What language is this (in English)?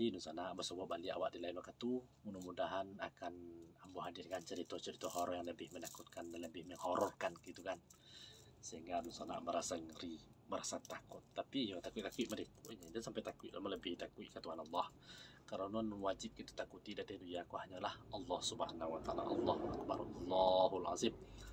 Minangkabau